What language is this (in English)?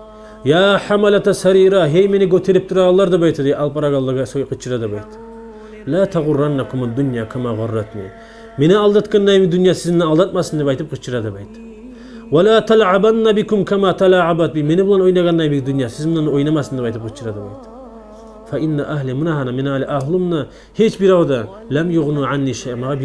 Kumyk